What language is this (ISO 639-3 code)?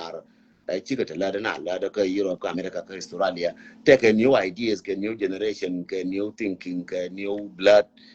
nus